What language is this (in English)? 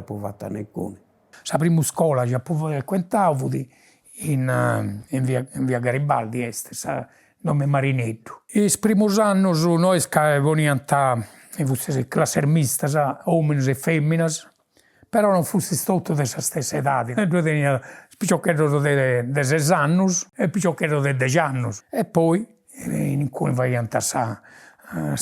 Sardinian